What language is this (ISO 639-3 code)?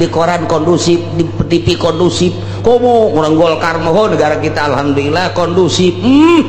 sun